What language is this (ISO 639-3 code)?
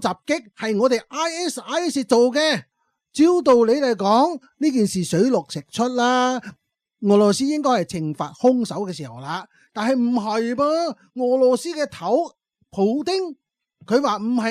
yue